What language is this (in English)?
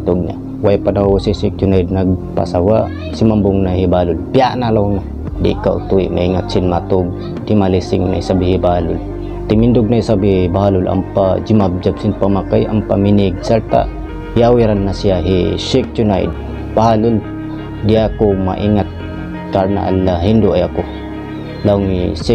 Tausug